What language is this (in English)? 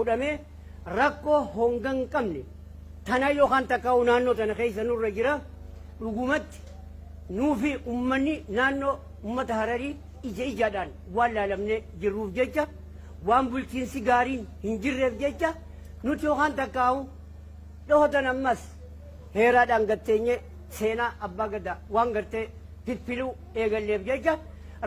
Oromo